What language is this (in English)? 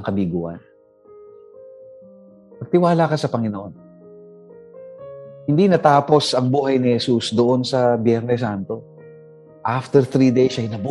Filipino